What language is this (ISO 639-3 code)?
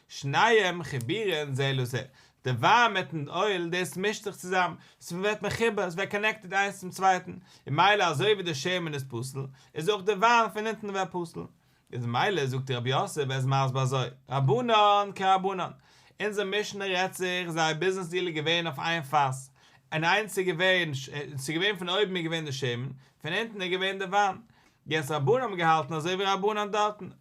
yid